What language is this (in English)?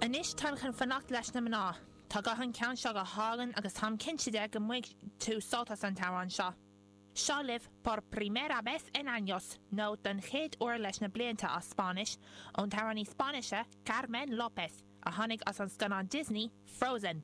Irish